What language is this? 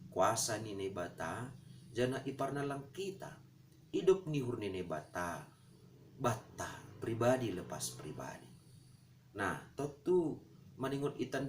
Batak Simalungun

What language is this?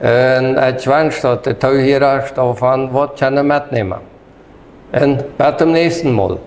Plautdietsch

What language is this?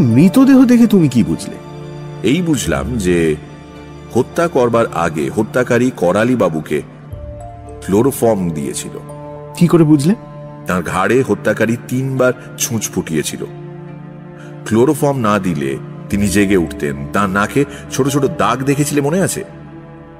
Bangla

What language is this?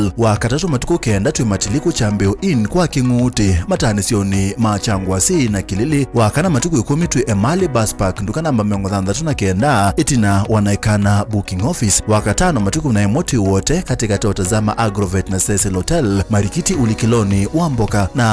Kamba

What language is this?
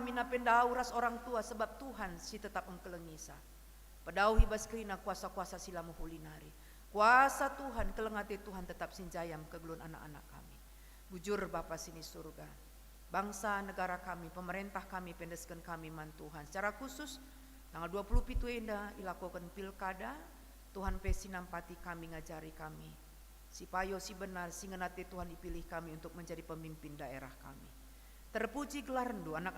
Batak Karo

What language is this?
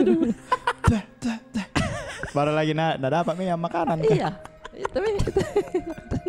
Makassar Malay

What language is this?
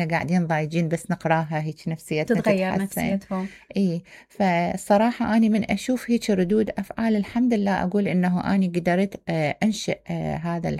Mesopotamian Arabic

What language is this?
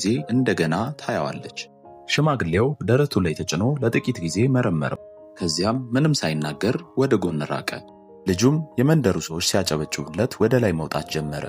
Amharic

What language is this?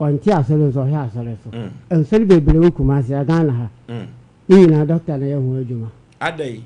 Akan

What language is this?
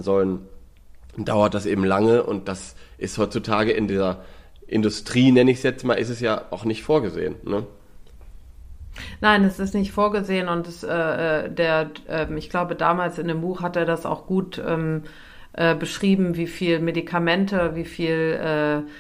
German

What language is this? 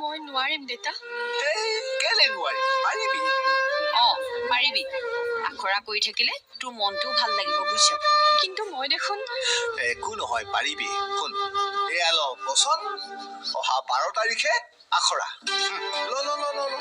Assamese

